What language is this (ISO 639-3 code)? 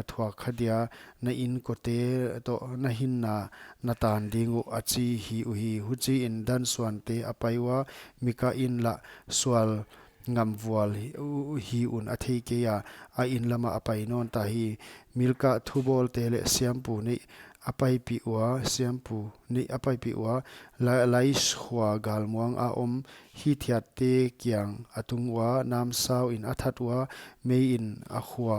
pck